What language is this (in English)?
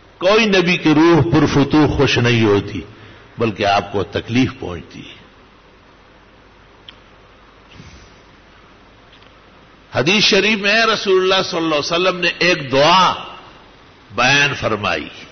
Urdu